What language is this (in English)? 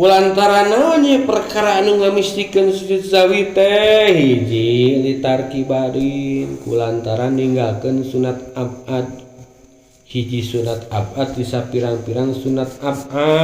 Sundanese